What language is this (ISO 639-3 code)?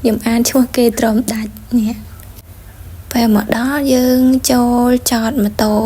khm